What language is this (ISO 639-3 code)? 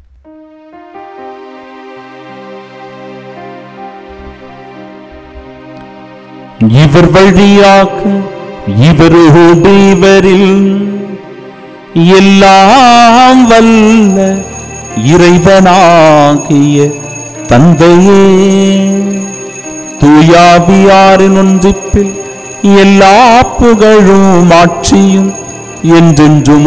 tam